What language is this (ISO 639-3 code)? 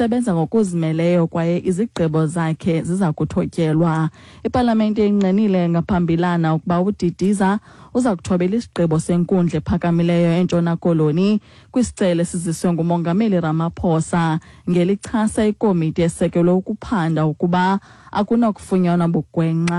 xho